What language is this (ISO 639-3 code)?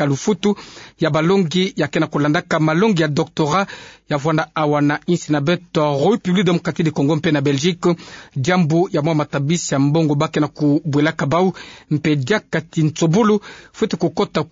ktu